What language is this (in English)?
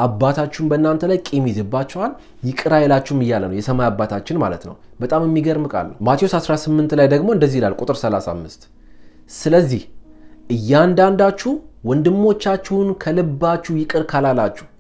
Amharic